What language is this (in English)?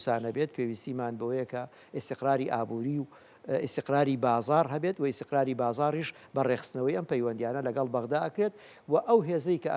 Central Kurdish